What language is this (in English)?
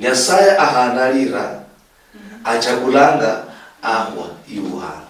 Luyia